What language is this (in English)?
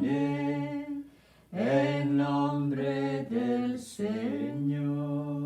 Scottish Gaelic